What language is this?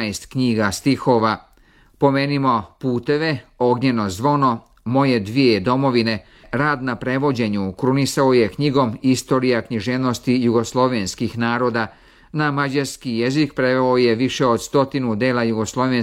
Serbian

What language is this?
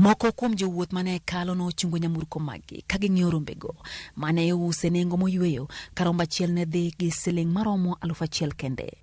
Luo (Kenya and Tanzania)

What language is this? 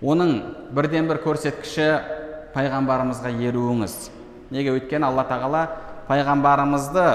Kazakh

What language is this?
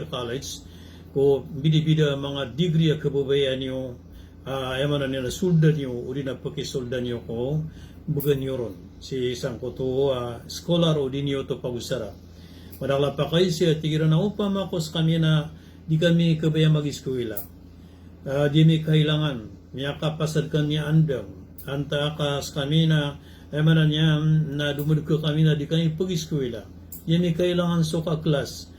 Maranao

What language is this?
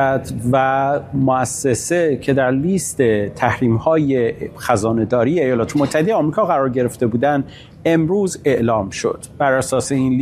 Persian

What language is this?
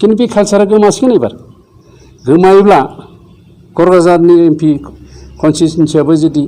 Bodo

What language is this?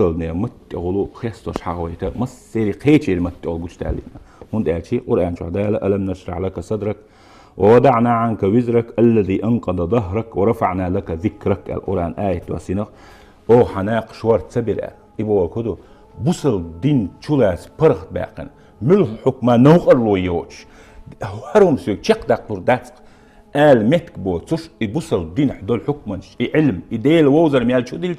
Chechen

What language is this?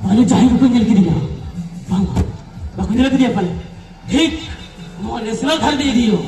Santali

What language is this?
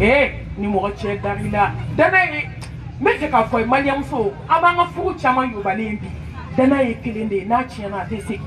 Bambara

